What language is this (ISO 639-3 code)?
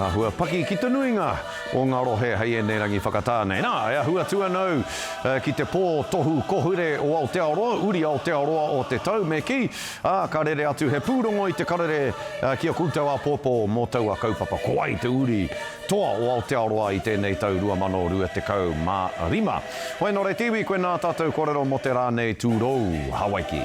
mri